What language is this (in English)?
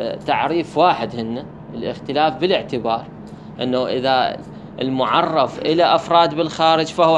Mesopotamian Arabic